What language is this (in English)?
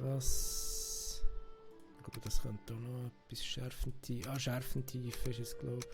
Swiss German